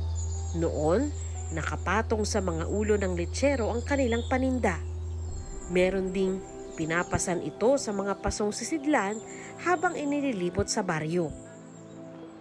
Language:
Filipino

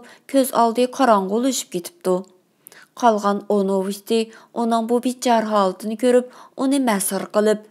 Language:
Uyghur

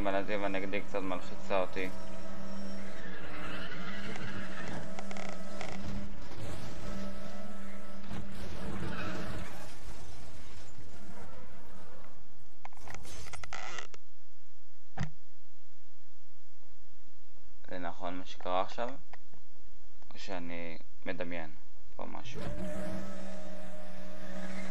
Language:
Hebrew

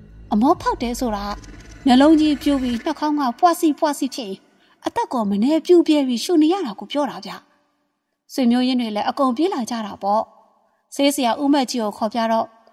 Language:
Burmese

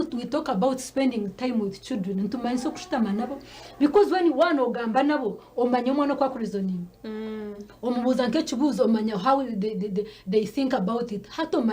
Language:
Nyankole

